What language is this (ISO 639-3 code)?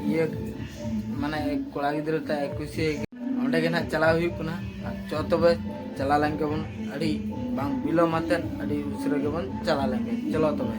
sat